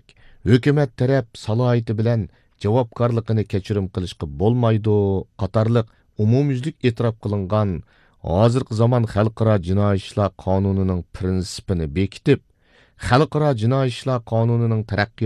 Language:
Uyghur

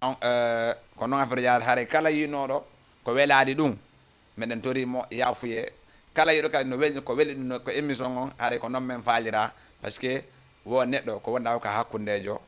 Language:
Fula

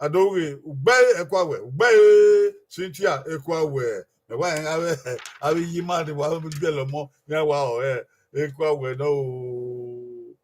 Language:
Bini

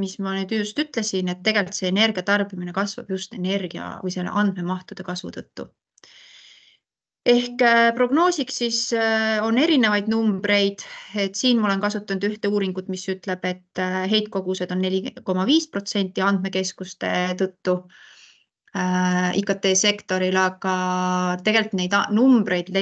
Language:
Estonian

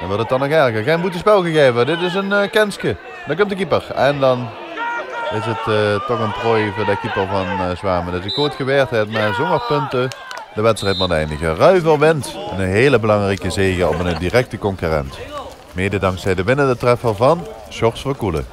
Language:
Limburgish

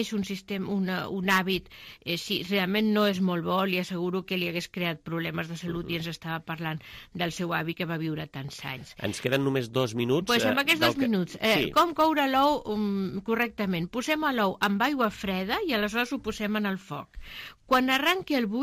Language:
Catalan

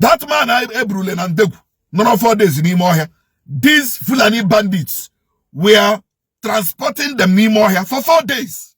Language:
Igbo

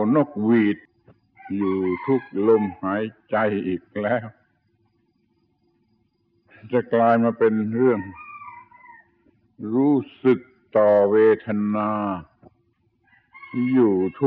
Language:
Thai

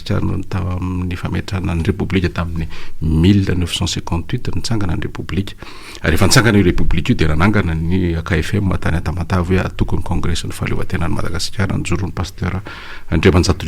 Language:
Malagasy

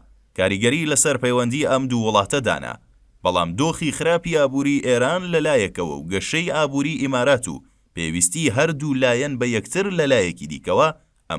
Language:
Central Kurdish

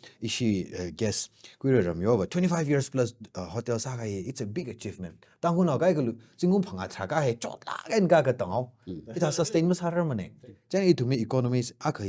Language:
Tangkhul Naga (India)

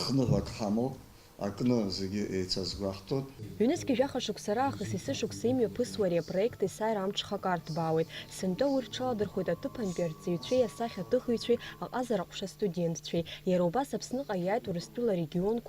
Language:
Abkhazian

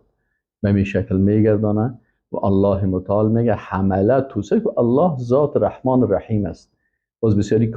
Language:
Persian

